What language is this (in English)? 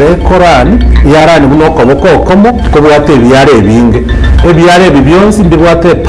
Gusii